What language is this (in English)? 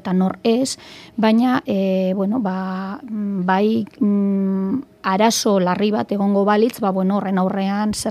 Basque